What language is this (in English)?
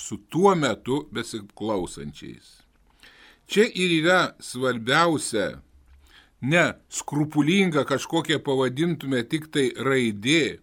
Lithuanian